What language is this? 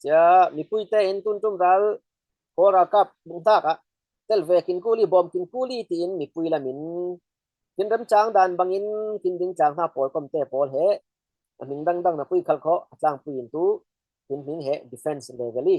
Falam Chin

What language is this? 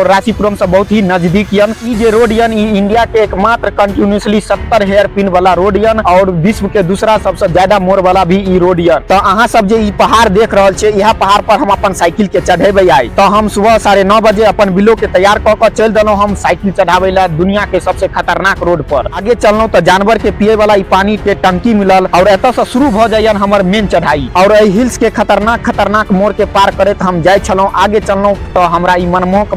Maithili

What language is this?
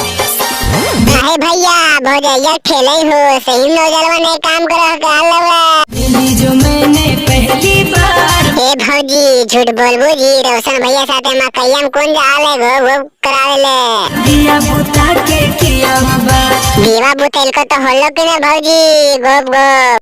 Magahi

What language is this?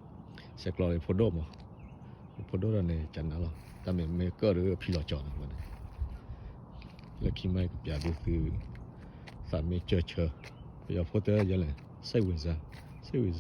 S'gaw Karen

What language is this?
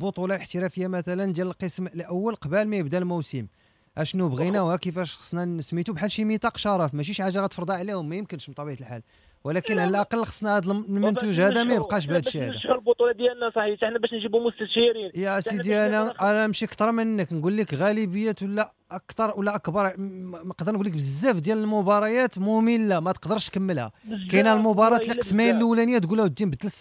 Moroccan Arabic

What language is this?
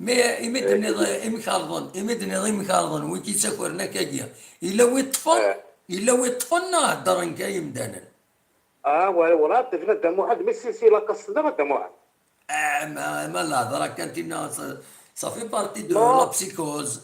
Kabyle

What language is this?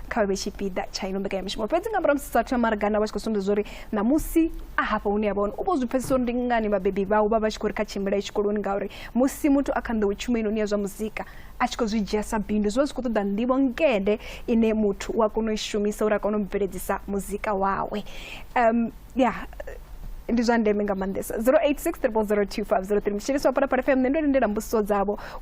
Venda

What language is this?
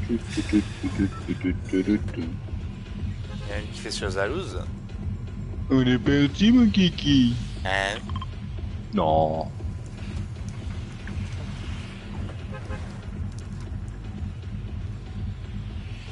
French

